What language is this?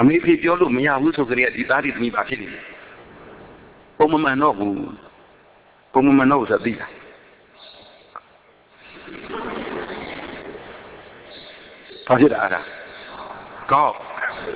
Burmese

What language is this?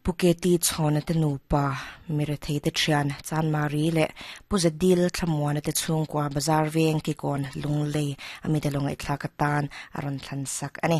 Mizo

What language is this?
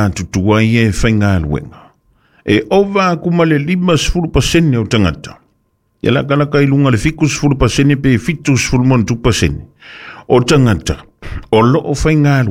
Samoan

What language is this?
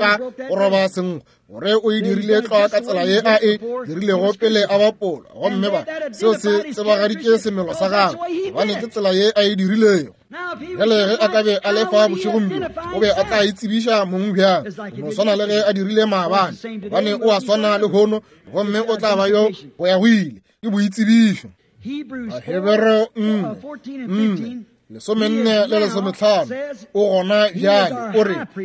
Northern Sotho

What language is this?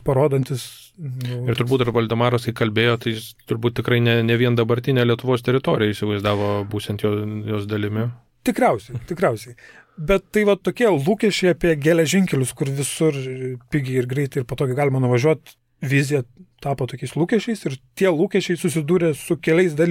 Lithuanian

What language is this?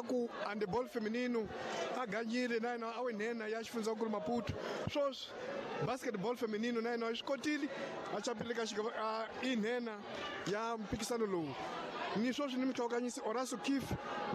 Tsonga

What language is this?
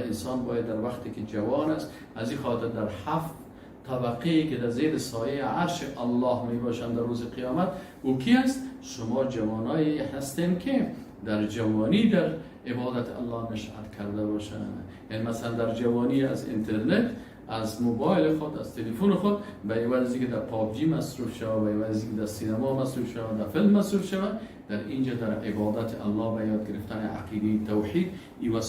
Persian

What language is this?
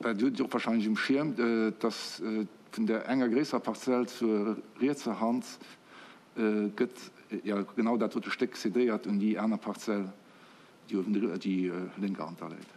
Luxembourgish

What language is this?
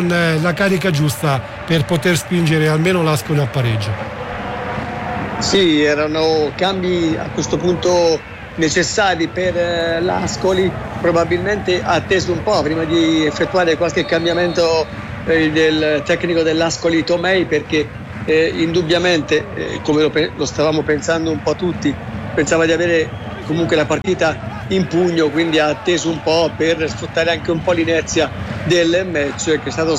Italian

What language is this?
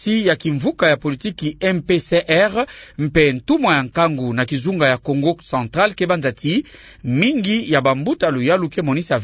Kituba (Democratic Republic of Congo)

